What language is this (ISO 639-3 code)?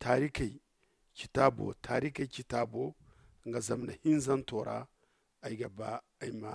dje